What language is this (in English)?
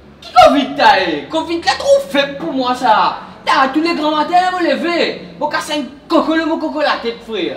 Morisyen